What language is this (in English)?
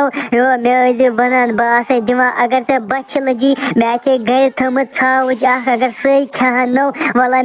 Kashmiri